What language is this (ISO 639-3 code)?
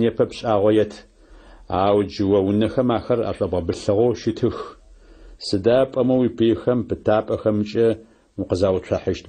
ady